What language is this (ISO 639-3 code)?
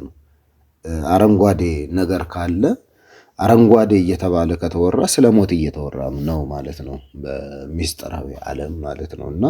amh